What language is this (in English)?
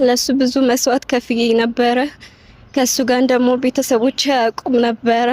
Amharic